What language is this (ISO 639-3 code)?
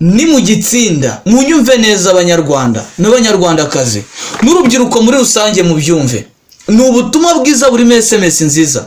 kin